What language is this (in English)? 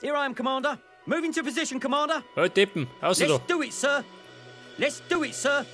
Bavarian